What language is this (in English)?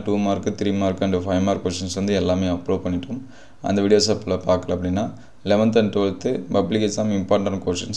Tamil